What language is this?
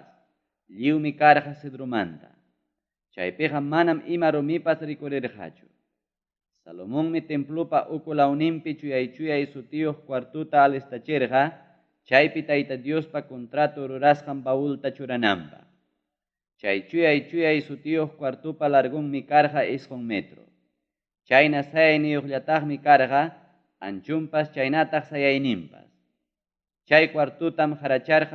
Ayacucho Quechua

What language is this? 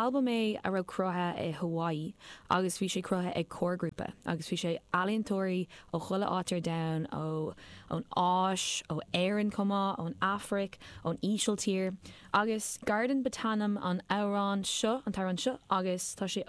Irish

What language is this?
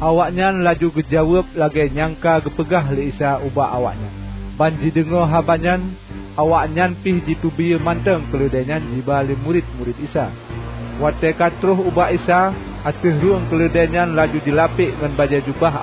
Achinese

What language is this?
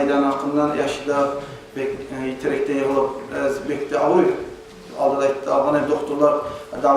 Kumyk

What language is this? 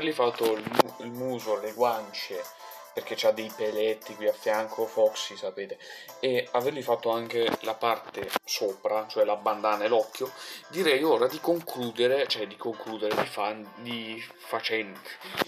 Italian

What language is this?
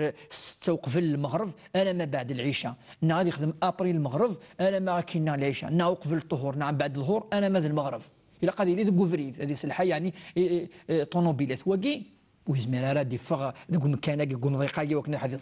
Kabyle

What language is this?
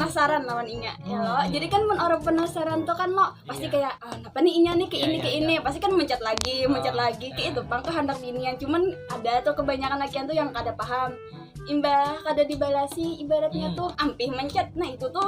Banjar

